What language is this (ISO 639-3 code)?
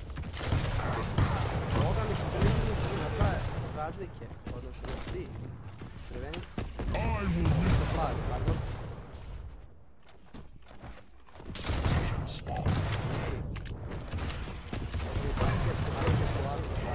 hrv